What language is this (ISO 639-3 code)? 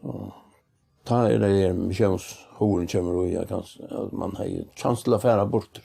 fao